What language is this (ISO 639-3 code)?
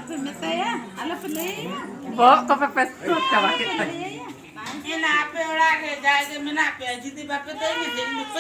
sat